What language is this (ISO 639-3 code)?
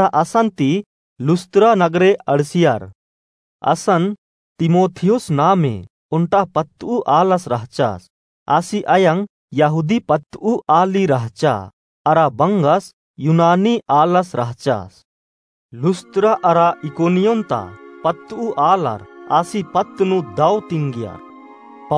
kru